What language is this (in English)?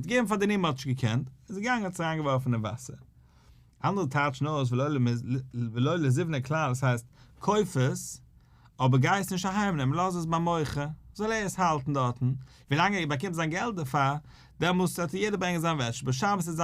Yiddish